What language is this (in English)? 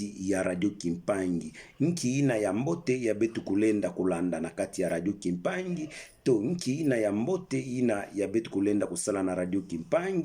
Kituba (Democratic Republic of Congo)